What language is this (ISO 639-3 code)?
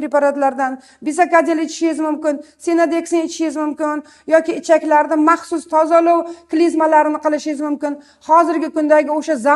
uzb